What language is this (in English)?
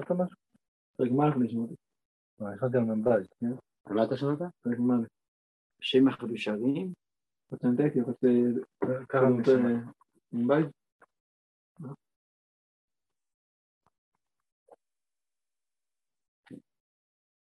Hebrew